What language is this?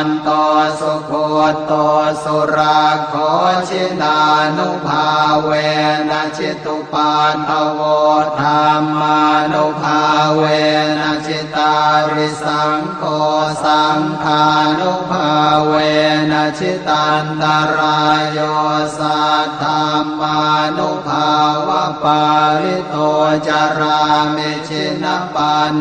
Pali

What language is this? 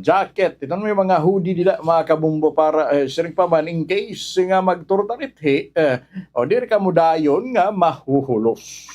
Waray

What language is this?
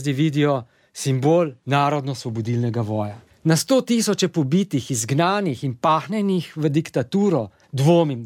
Slovenian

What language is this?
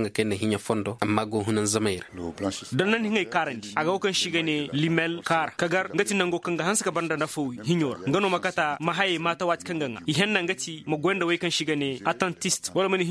Zarma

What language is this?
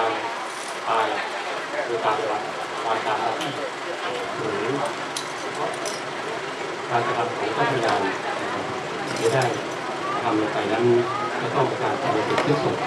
Thai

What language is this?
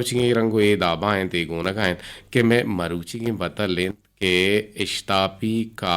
Eastern Balochi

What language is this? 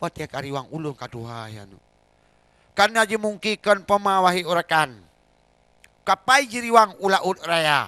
Achinese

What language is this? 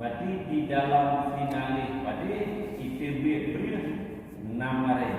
Achinese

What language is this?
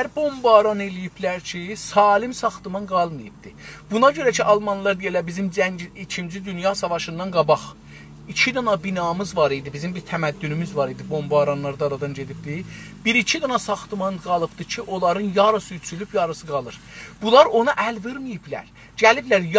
South Azerbaijani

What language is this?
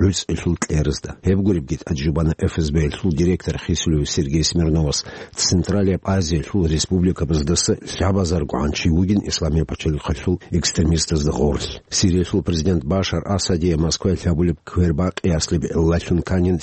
Avaric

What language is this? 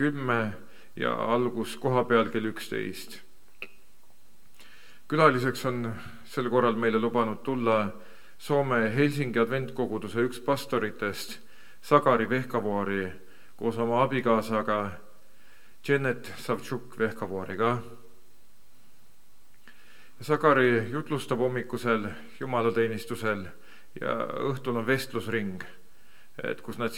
Estonian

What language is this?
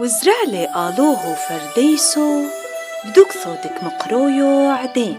Turoyo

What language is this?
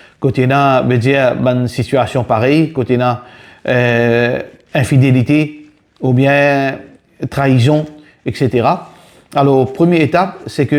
Morisyen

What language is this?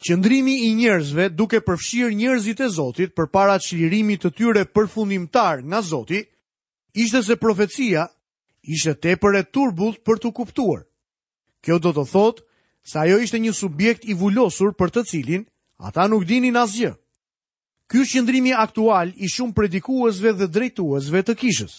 Albanian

